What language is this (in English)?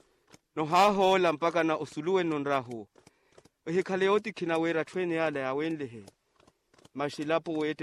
Makhuwa